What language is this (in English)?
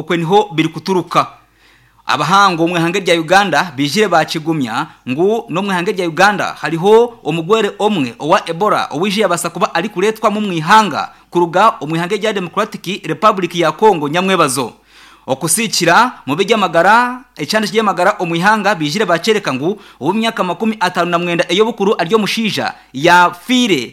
Nyankole